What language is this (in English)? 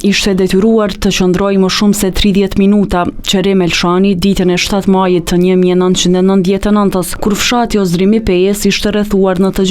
Albanian